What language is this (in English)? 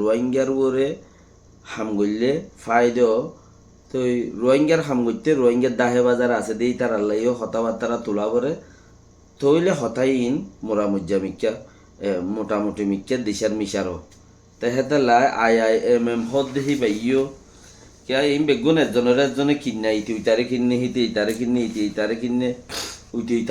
Rohingya